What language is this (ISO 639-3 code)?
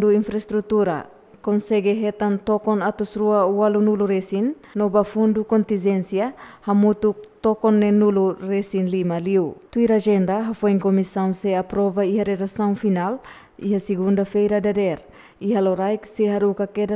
tet